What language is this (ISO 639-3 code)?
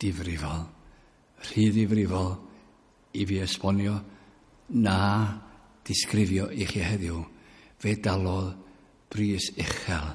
cym